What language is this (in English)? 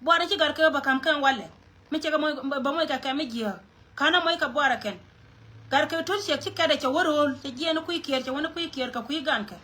Nuer